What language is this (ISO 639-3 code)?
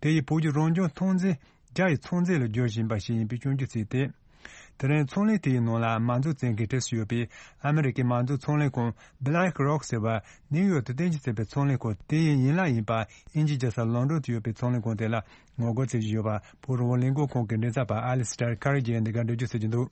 bod